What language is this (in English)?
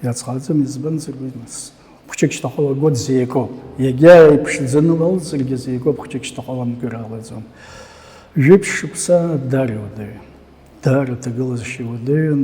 Abkhazian